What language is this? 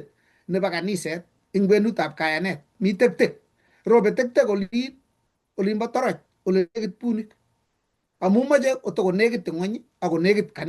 Kalenjin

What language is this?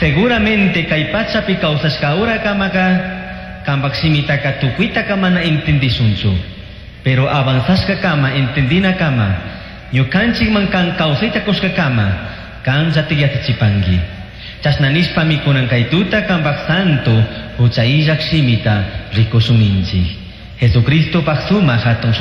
Chimborazo Highland Quichua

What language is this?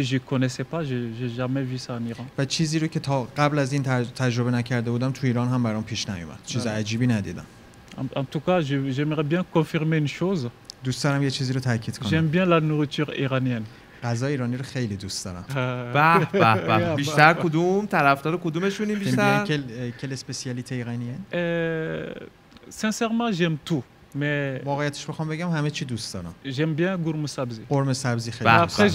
Persian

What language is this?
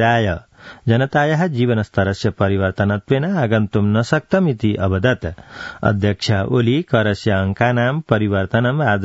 Sanskrit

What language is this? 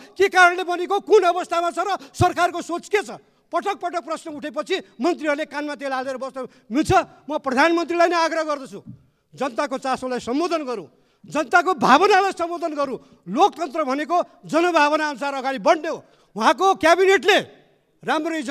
Nepali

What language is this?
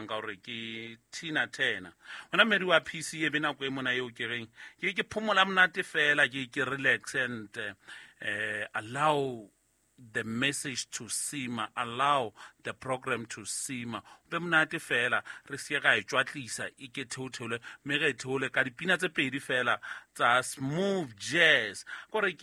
Southern Sotho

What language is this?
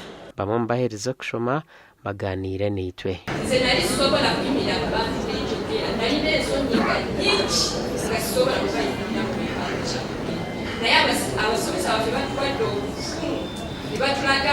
Nyankole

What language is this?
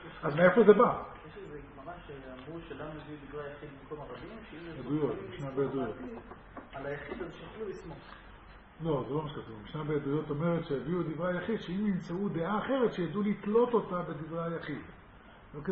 Hebrew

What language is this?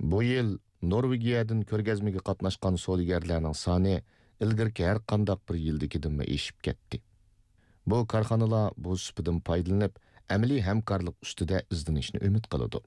Uyghur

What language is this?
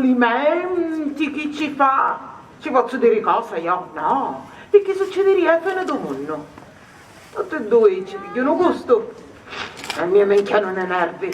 Sicilian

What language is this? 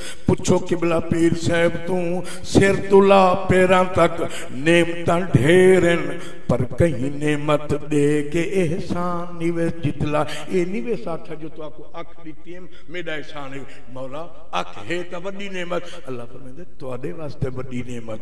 Saraiki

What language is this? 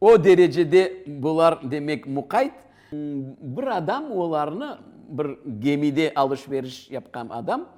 Crimean Tatar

